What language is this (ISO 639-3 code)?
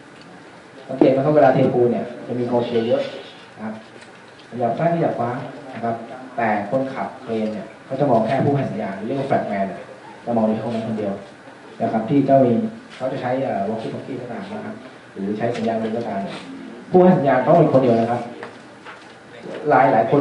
tha